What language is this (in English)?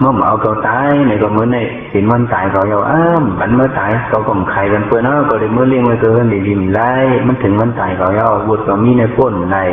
Shan